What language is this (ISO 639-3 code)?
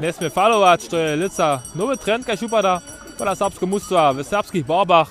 hsb